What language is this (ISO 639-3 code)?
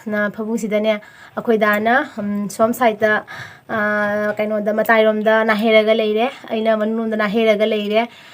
mni